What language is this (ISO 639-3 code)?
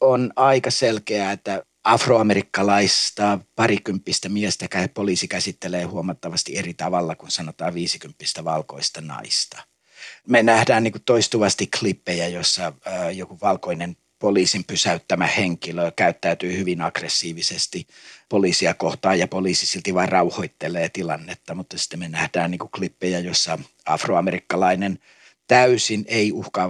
fin